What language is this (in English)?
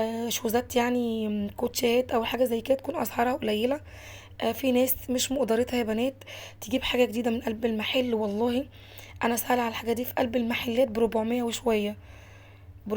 Egyptian Arabic